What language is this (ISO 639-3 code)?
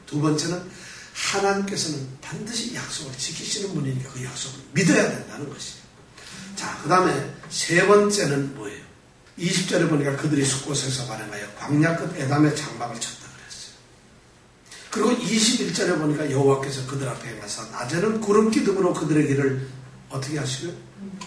kor